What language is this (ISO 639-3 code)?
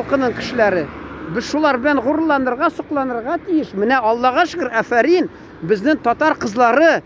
tat